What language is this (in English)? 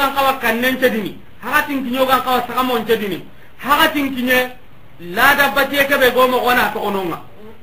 Soninke